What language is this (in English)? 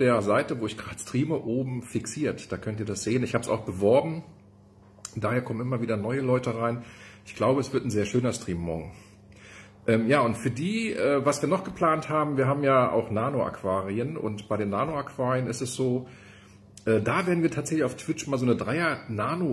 German